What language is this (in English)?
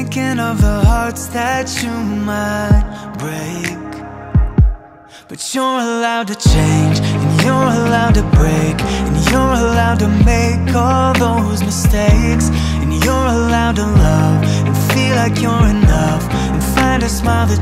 English